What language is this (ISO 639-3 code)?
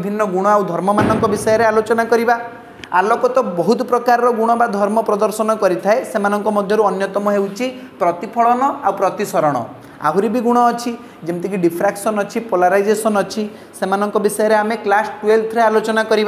ori